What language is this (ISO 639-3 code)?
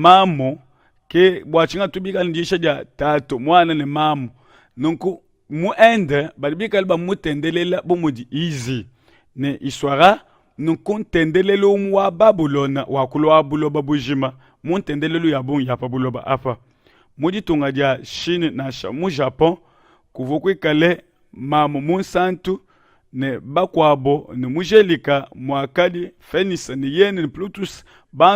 lua